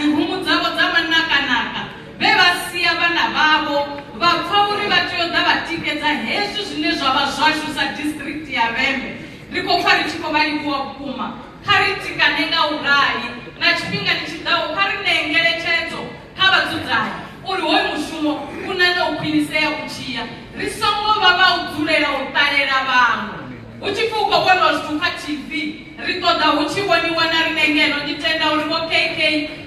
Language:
Venda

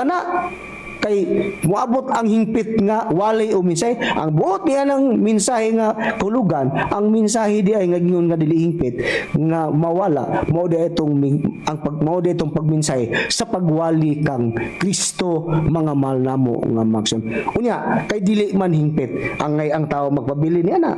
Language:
Cebuano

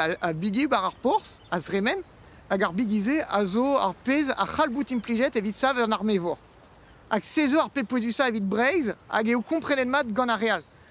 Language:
Breton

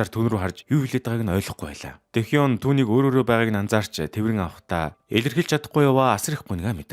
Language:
Mongolian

